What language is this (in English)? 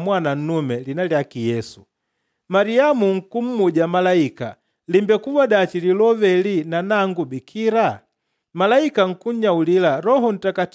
Makonde